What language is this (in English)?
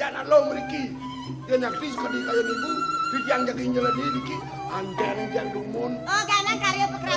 Balinese